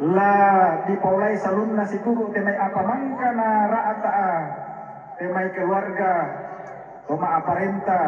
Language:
Toraja-Sa'dan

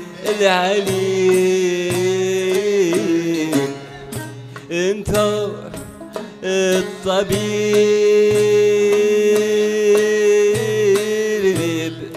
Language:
Arabic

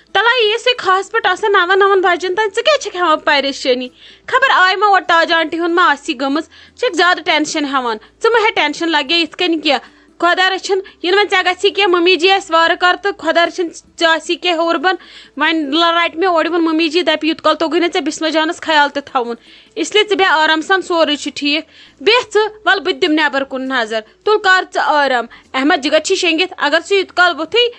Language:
Kashmiri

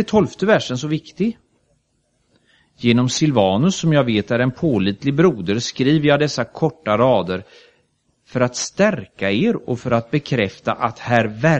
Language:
Swedish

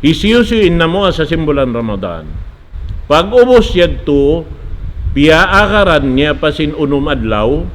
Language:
Tausug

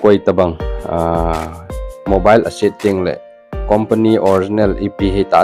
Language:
Thado Chin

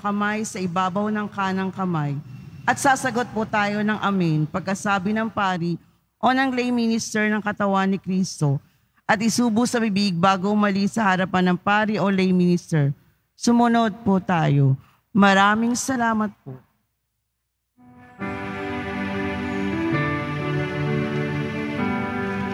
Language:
Filipino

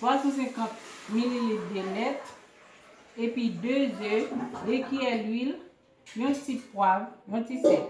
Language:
Haitian Creole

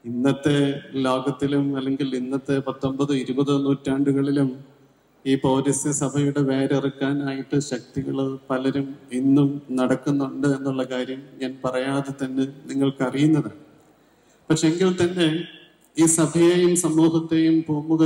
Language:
Malayalam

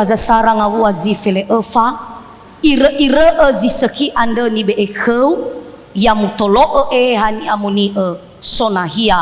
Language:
Nias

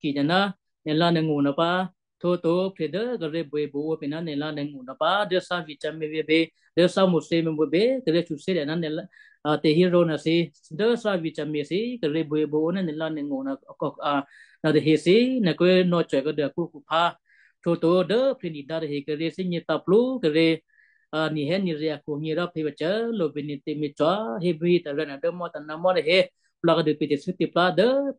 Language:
Western Kayah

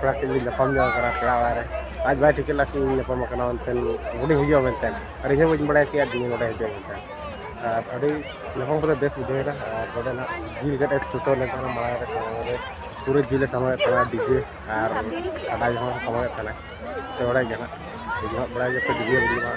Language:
Santali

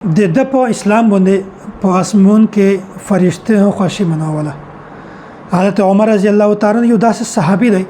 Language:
Pashto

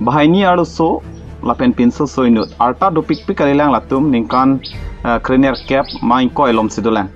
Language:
Karbi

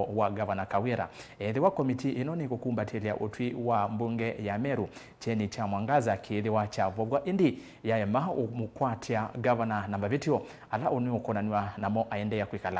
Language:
Kamba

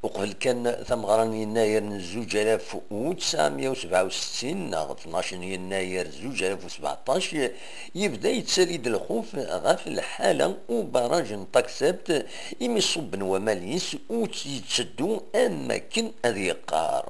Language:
Kabyle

